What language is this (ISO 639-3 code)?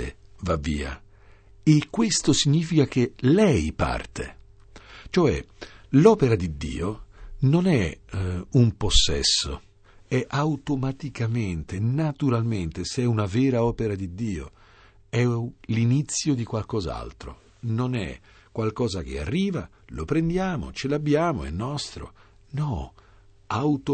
ita